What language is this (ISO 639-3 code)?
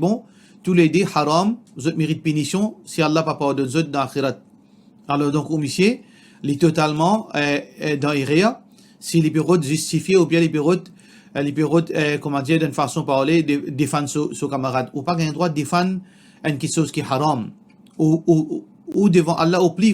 mfe